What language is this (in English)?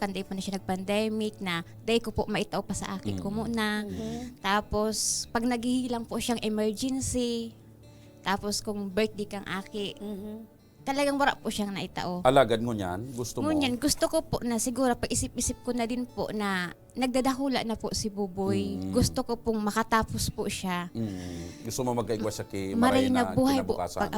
Bikol